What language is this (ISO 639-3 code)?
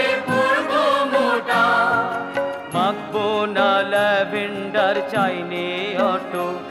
ben